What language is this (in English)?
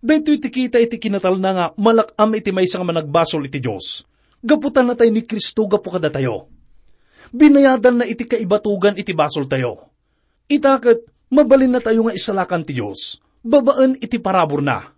Iloko